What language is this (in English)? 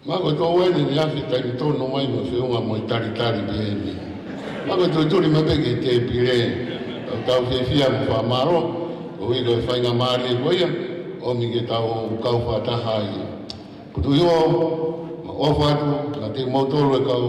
Tongan